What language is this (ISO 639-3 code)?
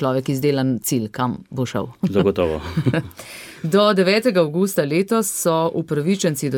slv